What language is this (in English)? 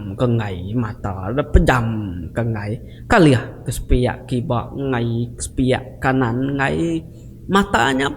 Iban